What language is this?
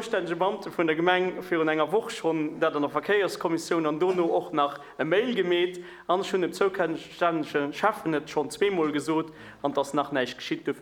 Luxembourgish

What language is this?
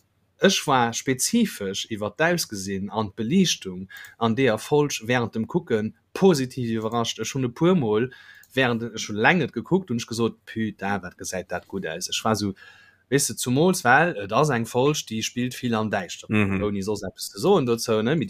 Luxembourgish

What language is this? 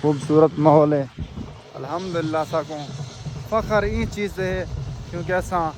Saraiki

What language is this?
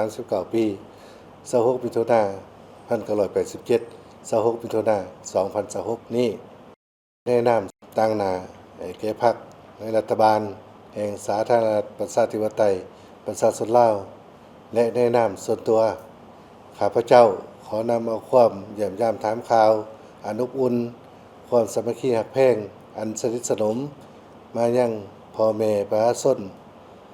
Lao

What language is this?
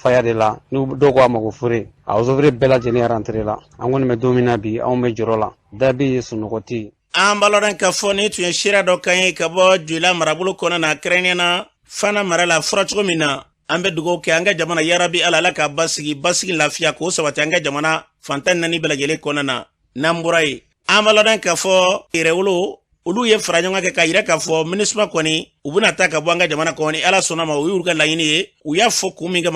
Bambara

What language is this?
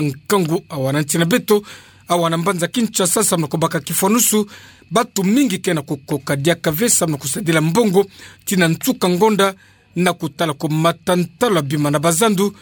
Kituba (Democratic Republic of Congo)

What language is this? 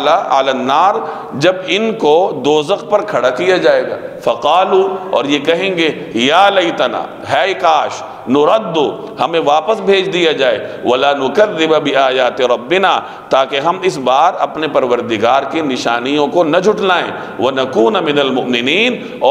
Urdu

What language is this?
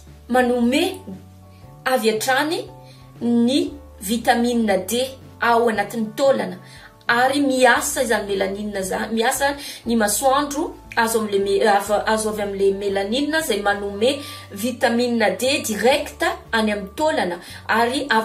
Malagasy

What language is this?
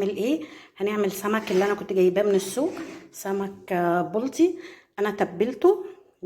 Egyptian Arabic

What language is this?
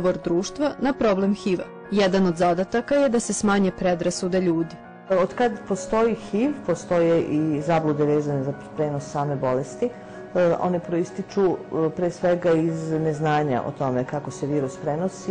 Serbian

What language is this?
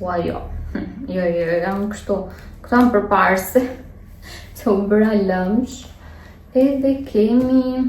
Albanian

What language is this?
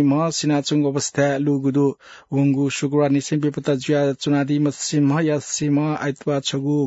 Newari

